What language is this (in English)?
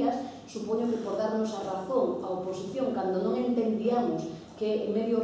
Galician